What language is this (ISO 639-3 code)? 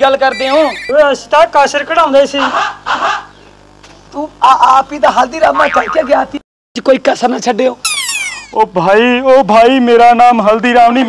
pan